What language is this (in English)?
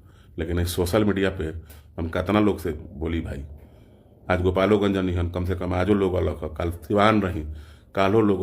Bhojpuri